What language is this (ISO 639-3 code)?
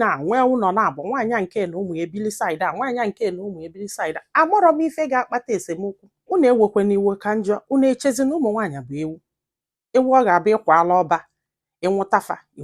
ibo